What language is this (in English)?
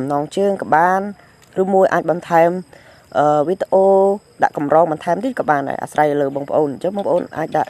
Khmer